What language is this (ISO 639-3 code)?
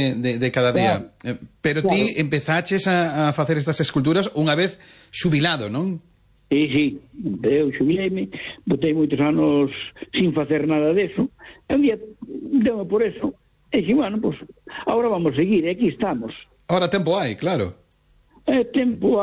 glg